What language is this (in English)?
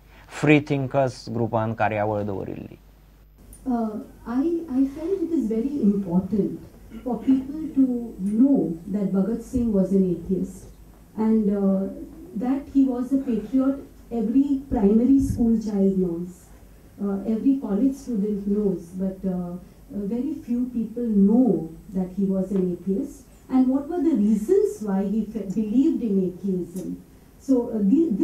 Konkani